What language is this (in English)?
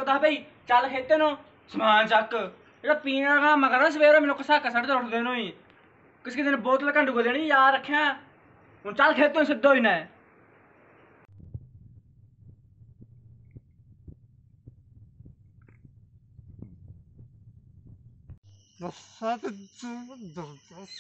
Punjabi